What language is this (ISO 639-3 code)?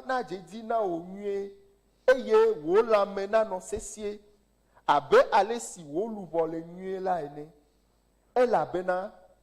ewe